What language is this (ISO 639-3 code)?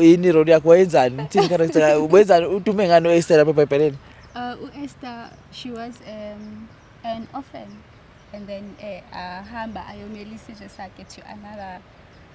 zul